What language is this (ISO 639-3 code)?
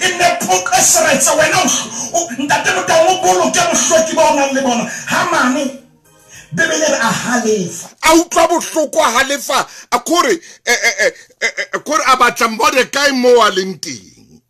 sot